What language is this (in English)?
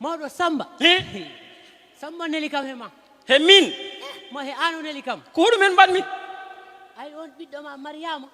Fula